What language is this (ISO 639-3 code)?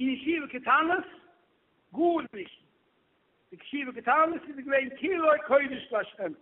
yid